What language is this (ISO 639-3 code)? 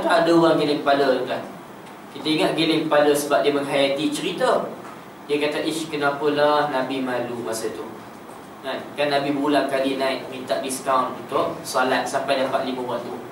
msa